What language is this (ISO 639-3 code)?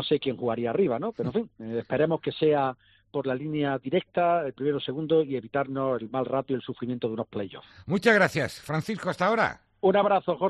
spa